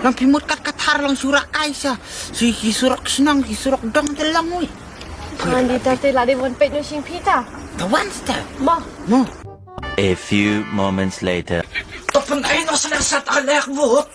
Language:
Khasi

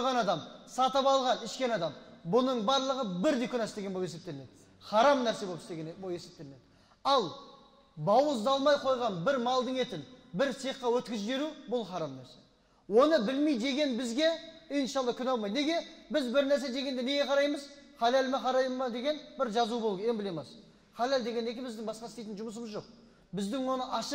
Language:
Kazakh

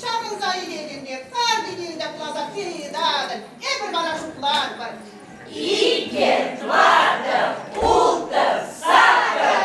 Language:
Chuvash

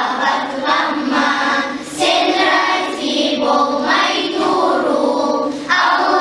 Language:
Kumyk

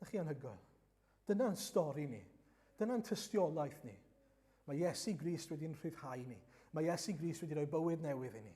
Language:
Welsh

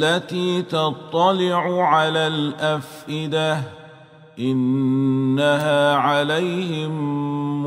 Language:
Arabic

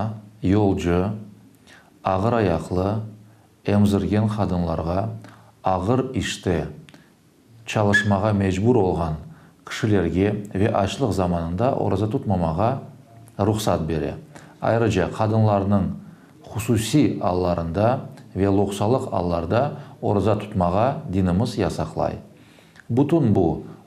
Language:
Crimean Tatar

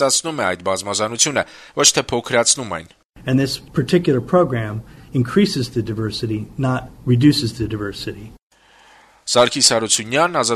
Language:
Armenian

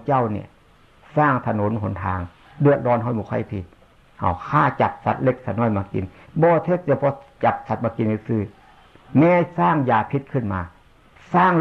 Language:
Northeastern Thai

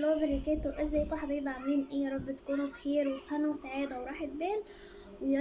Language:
Egyptian Arabic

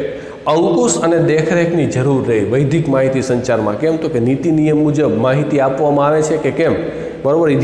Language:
Gujarati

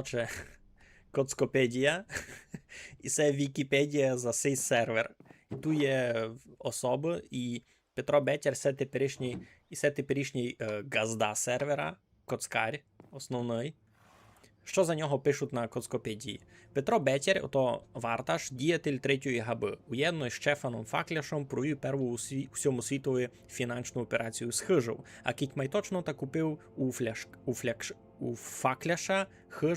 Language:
Rusyn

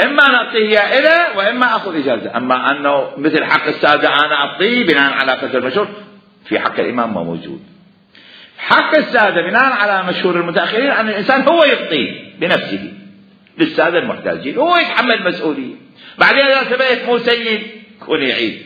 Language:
Mesopotamian Arabic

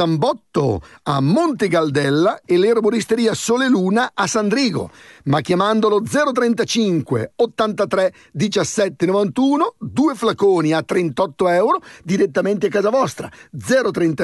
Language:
Italian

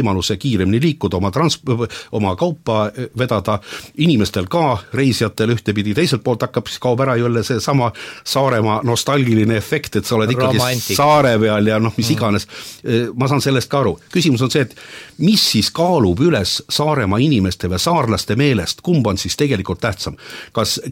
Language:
Estonian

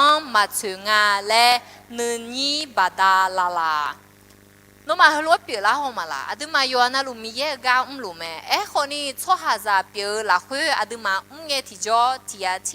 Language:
Akha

